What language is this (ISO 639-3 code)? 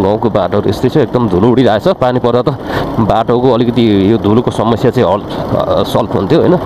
nep